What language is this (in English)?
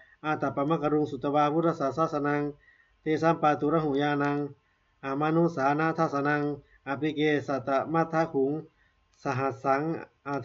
Pali